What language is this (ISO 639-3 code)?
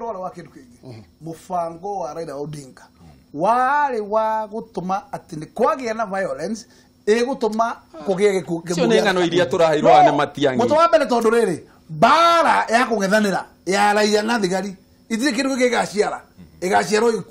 kik